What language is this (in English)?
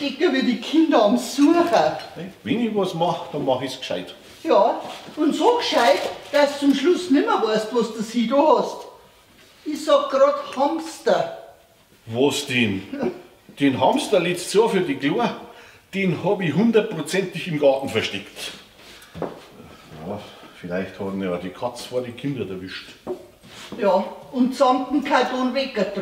Bavarian